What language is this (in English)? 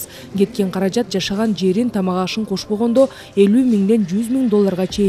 Kyrgyz